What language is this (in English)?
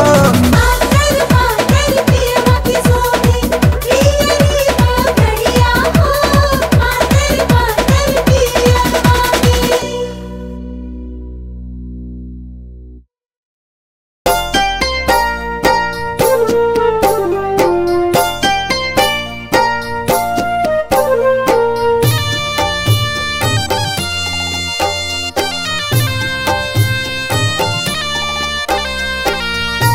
Bhojpuri